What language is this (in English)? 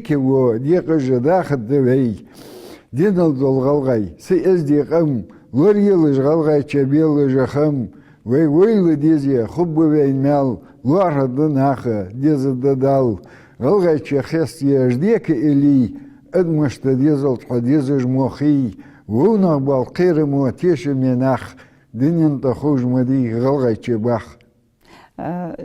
Ingush